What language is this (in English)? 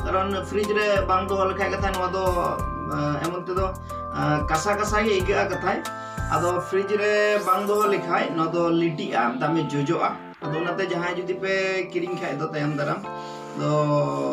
Santali